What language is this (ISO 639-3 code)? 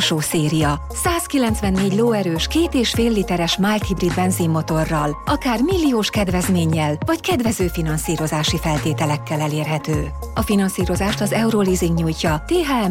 hun